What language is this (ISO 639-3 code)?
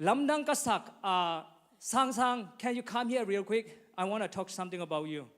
ctd